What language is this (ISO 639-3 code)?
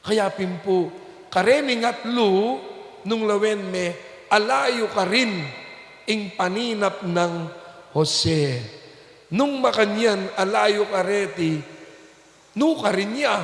pam